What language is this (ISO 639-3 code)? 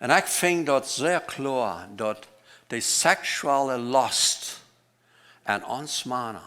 pdt